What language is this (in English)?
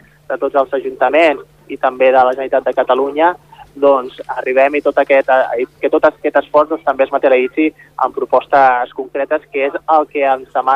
Catalan